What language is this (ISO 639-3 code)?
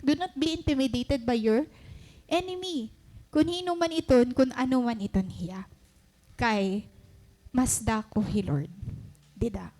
war